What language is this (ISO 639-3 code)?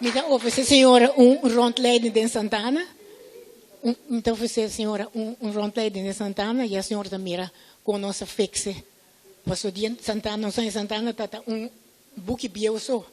pap